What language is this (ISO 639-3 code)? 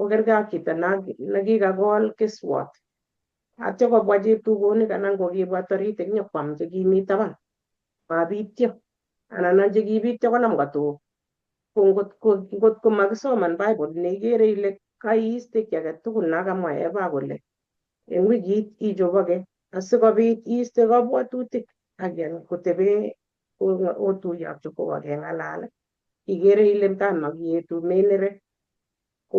kln